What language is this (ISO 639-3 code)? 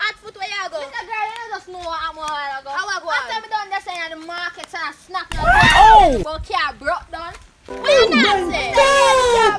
jam